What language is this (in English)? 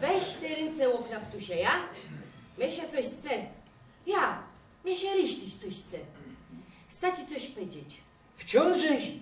Silesian